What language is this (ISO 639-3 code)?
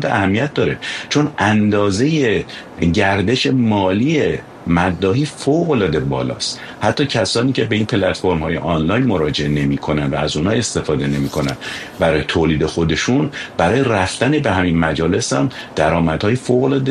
fas